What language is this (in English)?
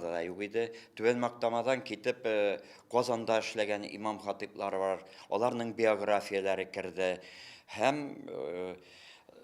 Tatar